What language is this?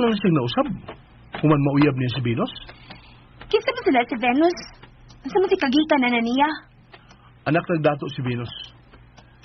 Cebuano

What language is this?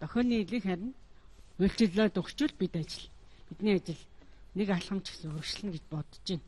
Mongolian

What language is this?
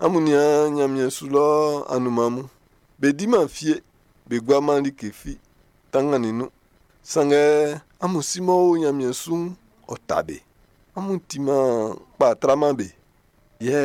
Baoulé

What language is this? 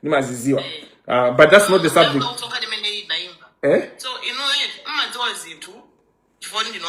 Nyanja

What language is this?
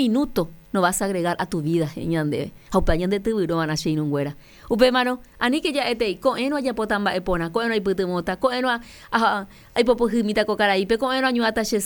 Guarani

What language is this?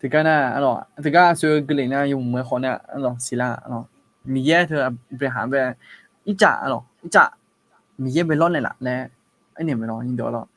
Akha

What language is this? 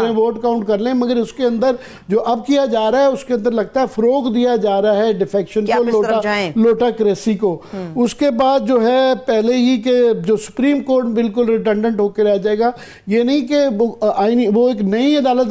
Urdu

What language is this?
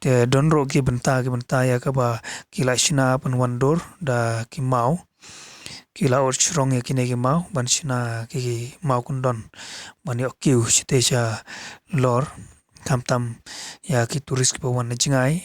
Khasi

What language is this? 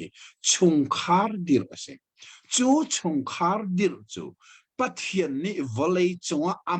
Hakha Chin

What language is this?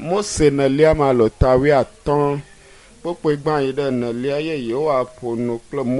Ewe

